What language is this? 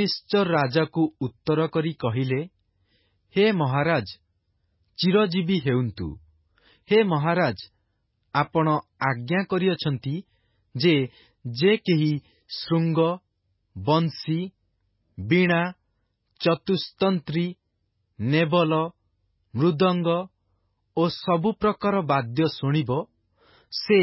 Odia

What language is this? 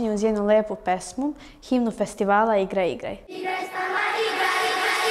Serbian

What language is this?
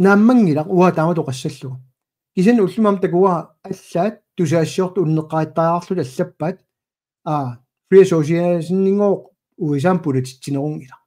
Kalaallisut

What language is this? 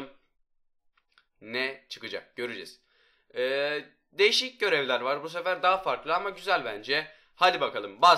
Turkish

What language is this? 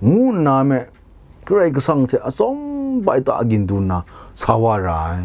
Kachin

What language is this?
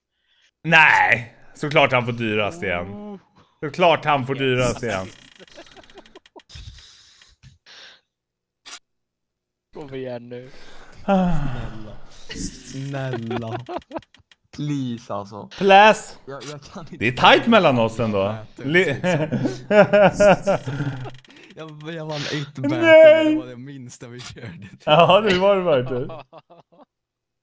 Swedish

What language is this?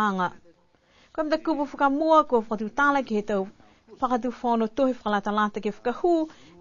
Niuean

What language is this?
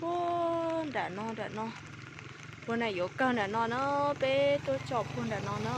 Hmong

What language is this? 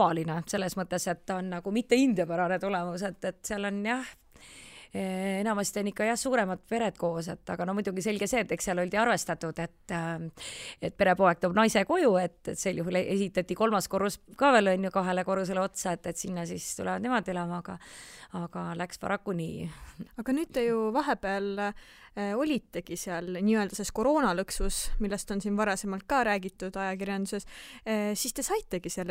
Estonian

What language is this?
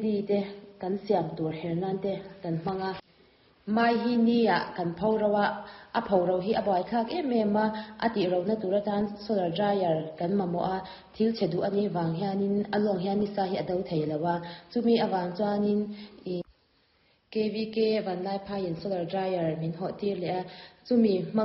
Mizo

